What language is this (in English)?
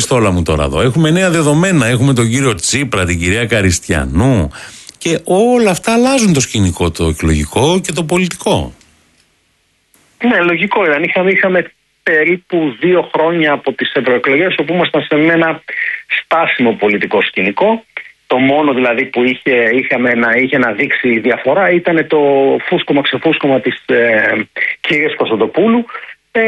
Greek